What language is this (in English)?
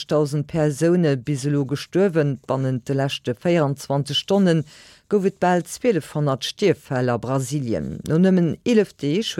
Luxembourgish